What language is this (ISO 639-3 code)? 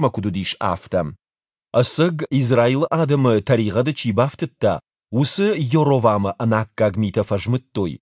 oss